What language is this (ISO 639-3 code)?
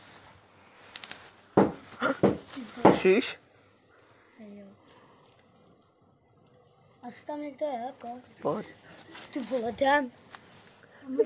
ces